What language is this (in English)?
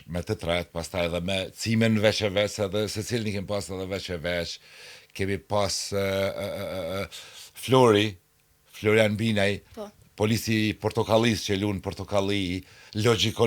Albanian